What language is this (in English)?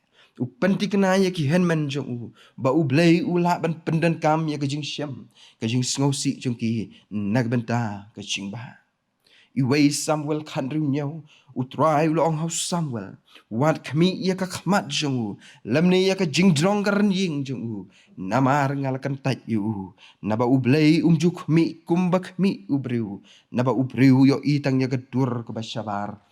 Khasi